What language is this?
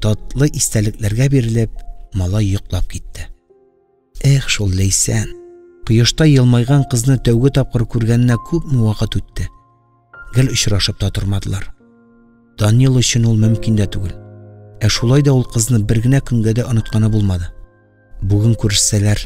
Tatar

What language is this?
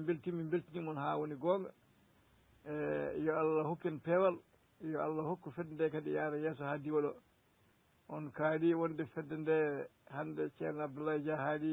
Fula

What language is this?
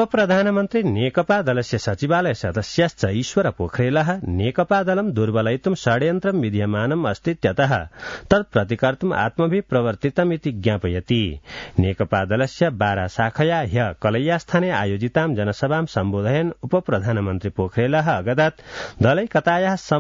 Sanskrit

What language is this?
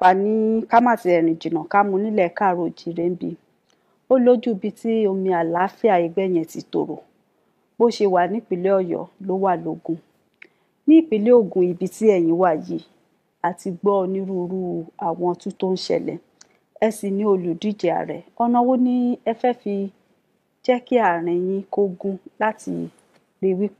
Yoruba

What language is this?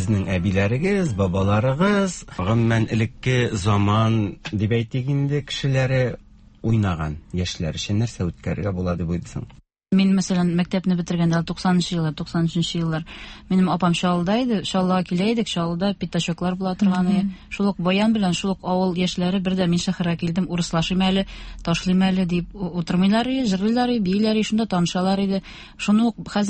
Tatar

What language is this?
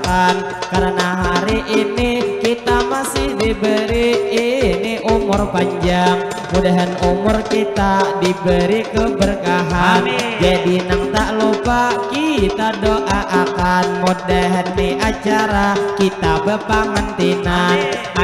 Banjar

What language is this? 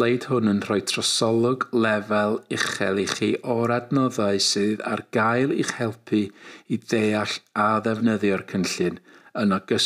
Welsh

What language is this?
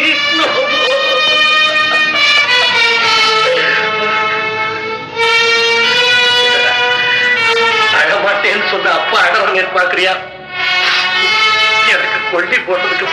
Tamil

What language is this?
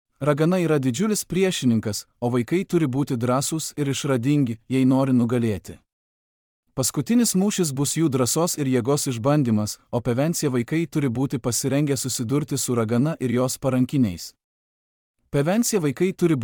Lithuanian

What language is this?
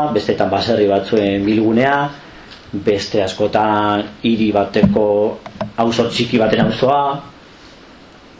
Basque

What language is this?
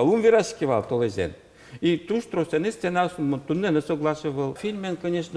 Udmurt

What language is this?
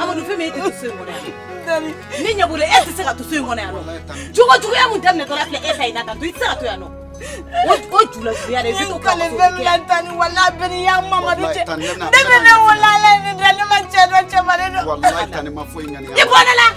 Bambara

